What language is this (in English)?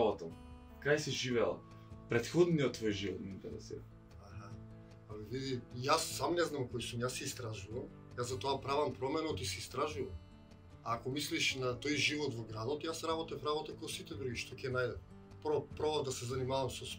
Macedonian